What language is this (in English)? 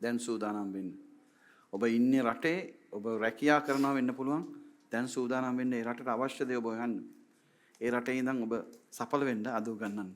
Sinhala